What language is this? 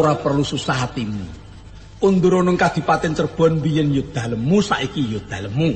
Javanese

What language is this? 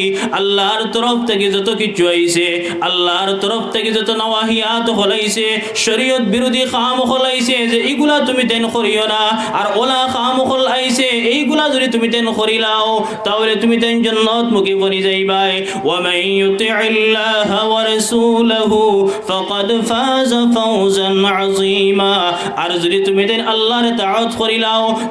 Sylheti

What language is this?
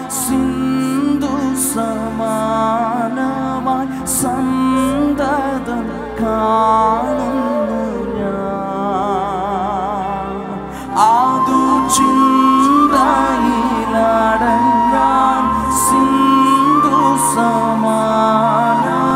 Malayalam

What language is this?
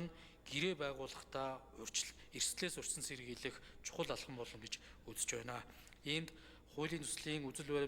Mongolian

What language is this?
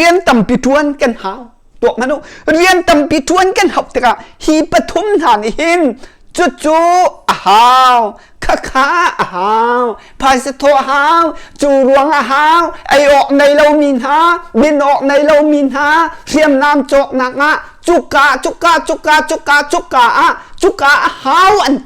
Hakha Chin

